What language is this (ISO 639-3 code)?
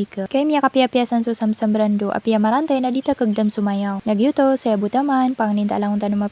mrw